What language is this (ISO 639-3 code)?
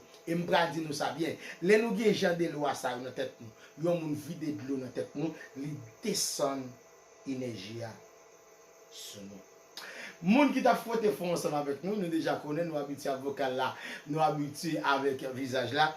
hat